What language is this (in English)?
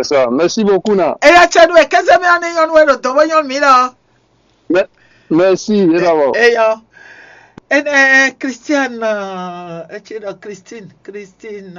Fon